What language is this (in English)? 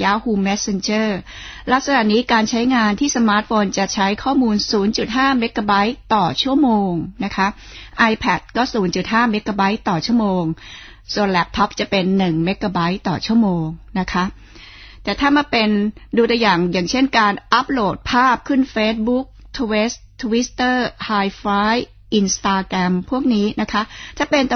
Thai